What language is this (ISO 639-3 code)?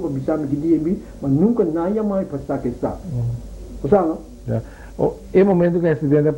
pap